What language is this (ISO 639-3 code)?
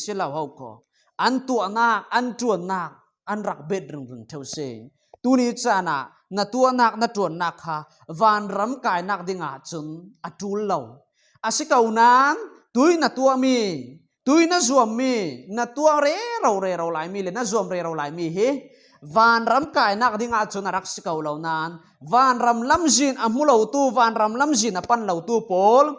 cfm